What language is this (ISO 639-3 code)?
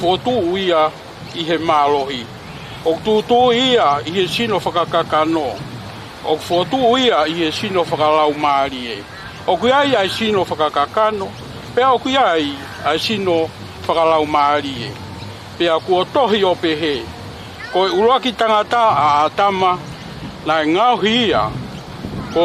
ton